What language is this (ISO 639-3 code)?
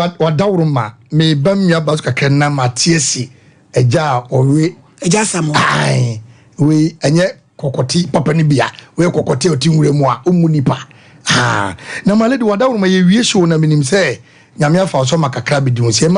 aka